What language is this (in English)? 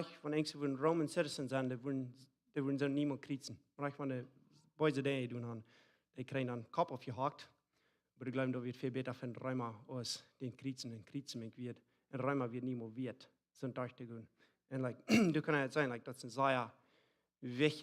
Plautdietsch